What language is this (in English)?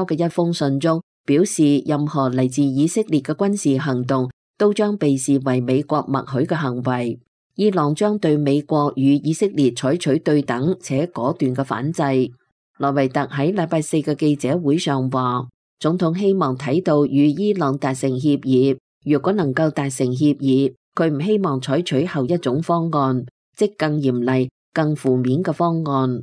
Cantonese